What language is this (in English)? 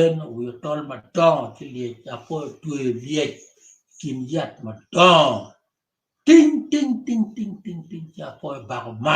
Acoli